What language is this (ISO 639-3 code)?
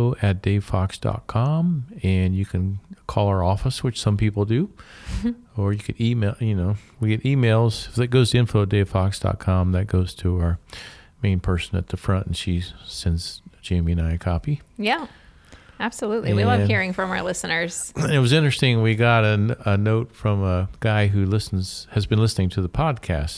eng